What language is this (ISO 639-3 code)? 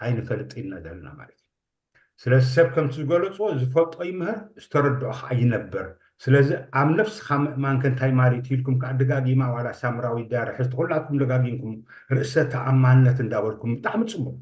tir